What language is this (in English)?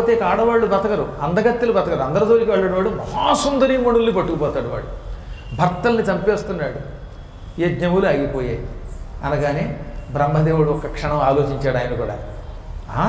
Telugu